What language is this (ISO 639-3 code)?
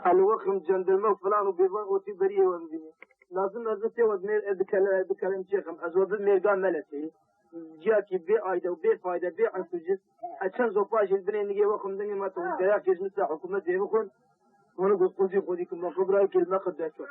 kur